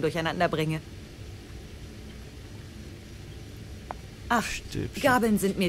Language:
German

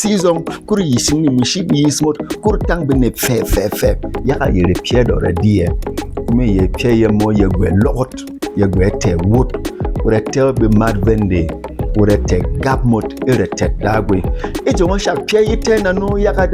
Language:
Berom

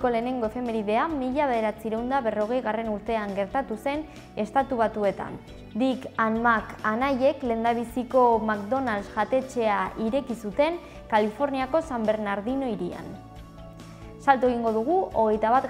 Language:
Basque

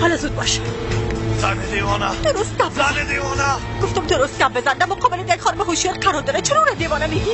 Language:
Persian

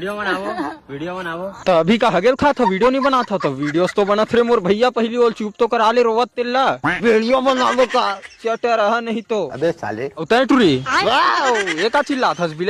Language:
Chhattisgarhi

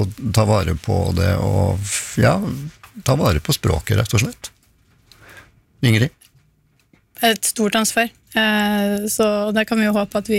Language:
Norwegian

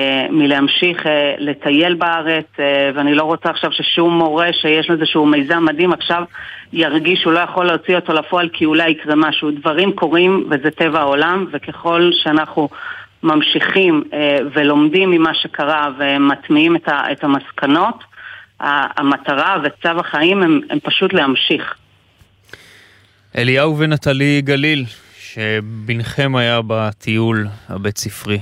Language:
Hebrew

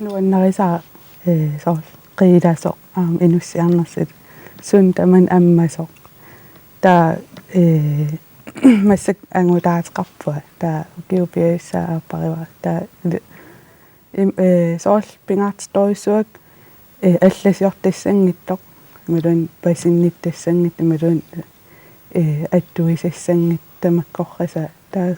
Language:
Kalaallisut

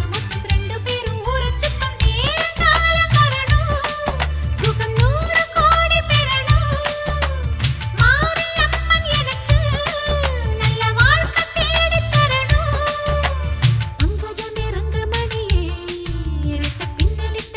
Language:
Tamil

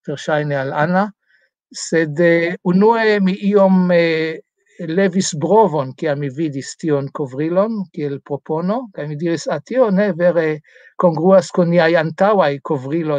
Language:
Esperanto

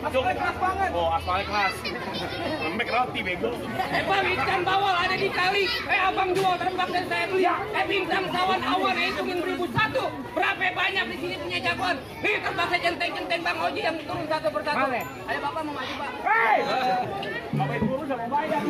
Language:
Betawi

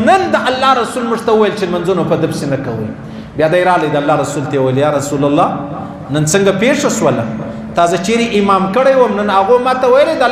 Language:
Pashto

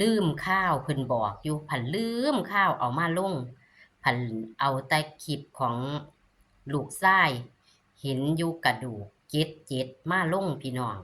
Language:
Northeastern Thai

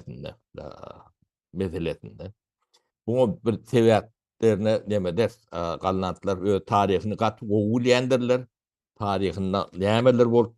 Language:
Turkmen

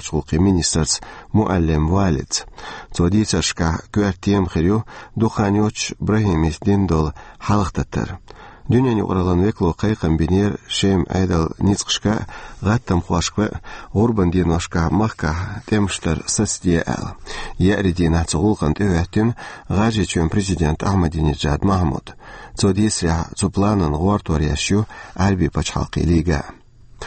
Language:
Chechen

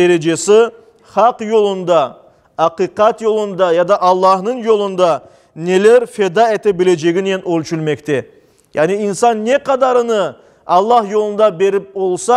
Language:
Crimean Tatar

